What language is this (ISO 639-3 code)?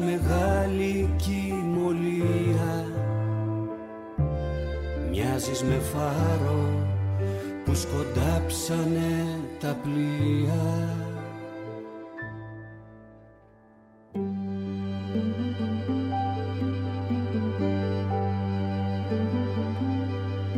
ell